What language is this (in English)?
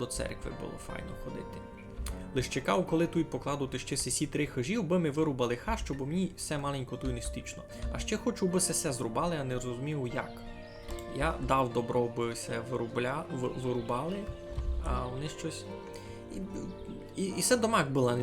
Rusyn